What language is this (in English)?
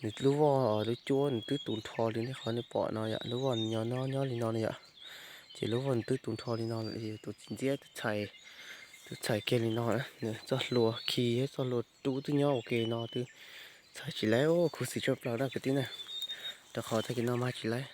Hmong